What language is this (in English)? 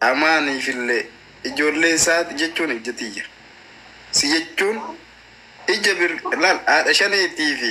Oromo